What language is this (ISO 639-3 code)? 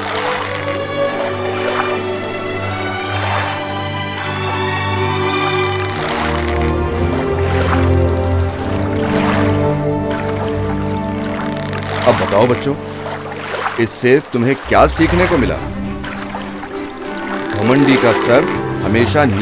hin